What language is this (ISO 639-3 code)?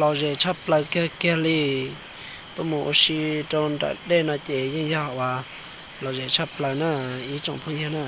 hmn